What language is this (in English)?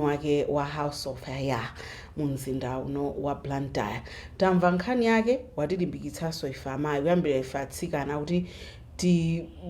Nyanja